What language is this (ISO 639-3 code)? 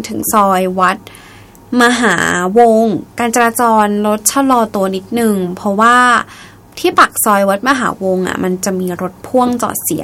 tha